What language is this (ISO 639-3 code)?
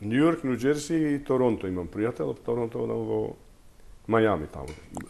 mkd